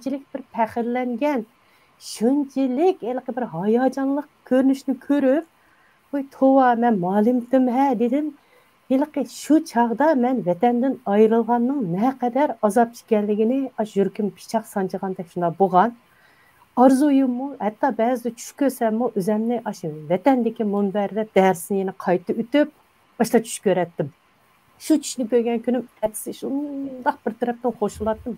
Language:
Uyghur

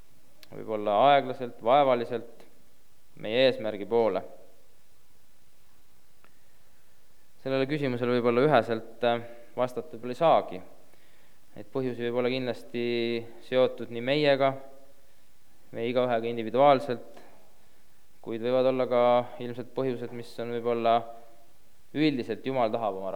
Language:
Estonian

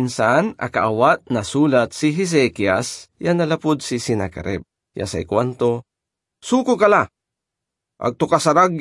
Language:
Pangasinan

